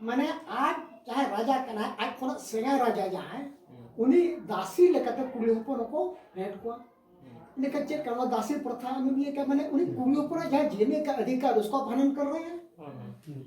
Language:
Santali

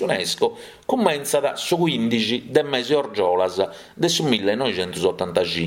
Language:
Sardinian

